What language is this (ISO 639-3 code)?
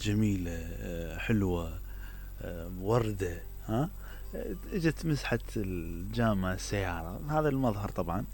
acm